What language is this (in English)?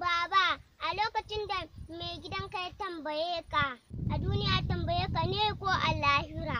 Hausa